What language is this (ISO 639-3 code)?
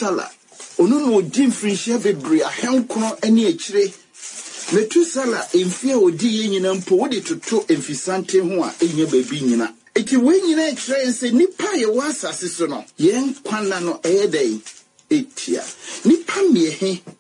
aka